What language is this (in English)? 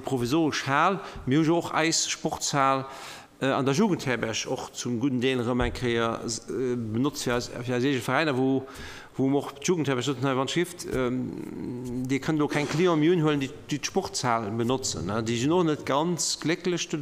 Luxembourgish